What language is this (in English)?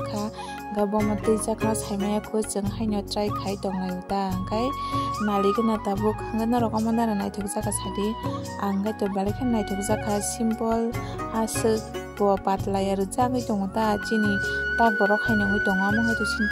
Kok Borok